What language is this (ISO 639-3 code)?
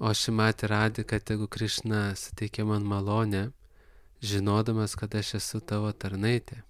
lit